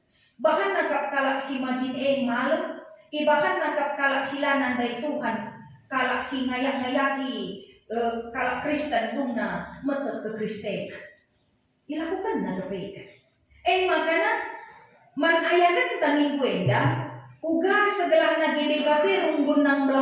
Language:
Batak Karo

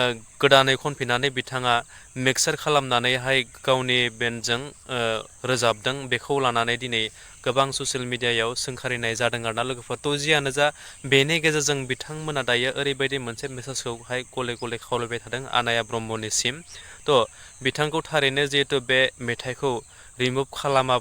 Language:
Bodo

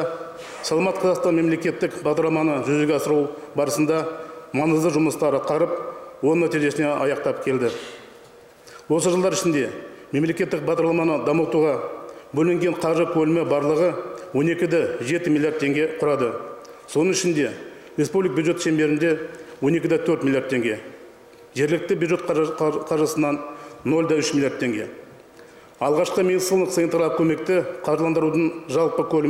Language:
Kazakh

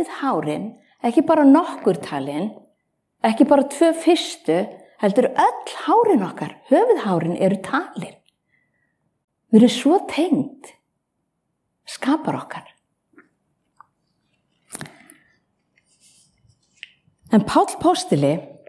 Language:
Icelandic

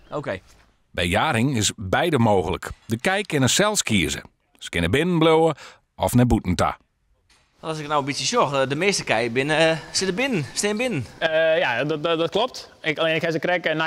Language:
Western Frisian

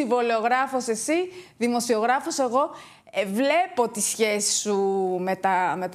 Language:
Greek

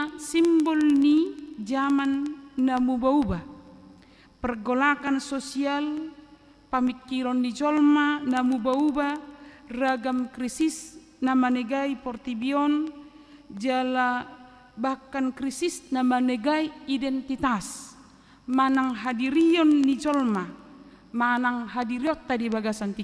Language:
Batak Toba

